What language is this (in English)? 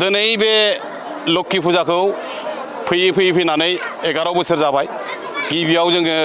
Bodo